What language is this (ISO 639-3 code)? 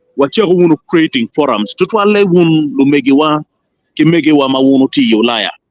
ach